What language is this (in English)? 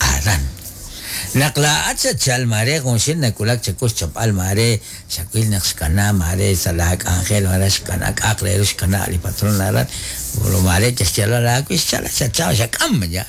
Kekchí